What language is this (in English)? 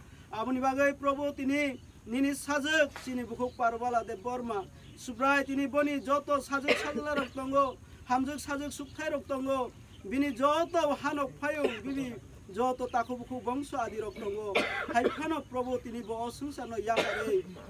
Kok Borok